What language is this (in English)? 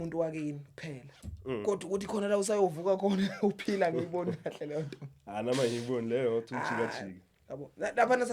Zulu